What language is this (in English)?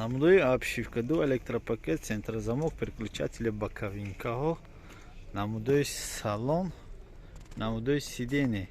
Tajik